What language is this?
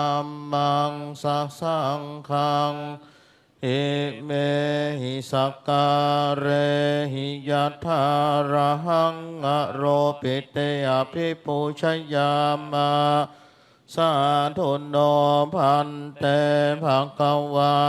Pali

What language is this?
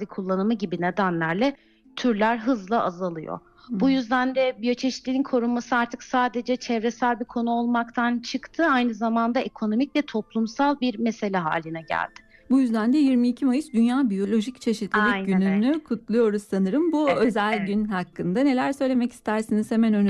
Turkish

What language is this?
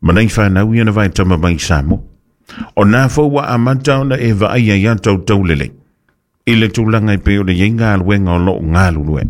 Samoan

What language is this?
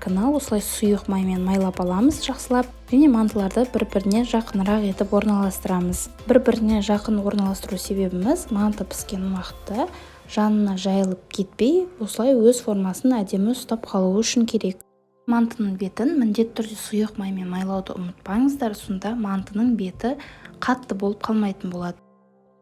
Kazakh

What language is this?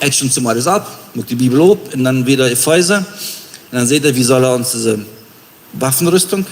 Plautdietsch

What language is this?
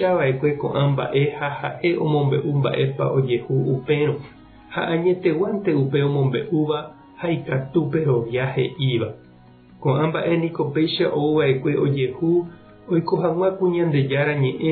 Guarani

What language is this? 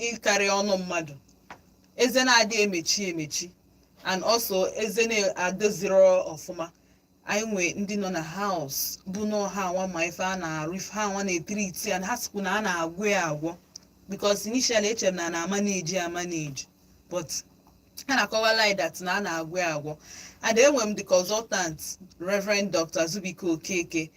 Igbo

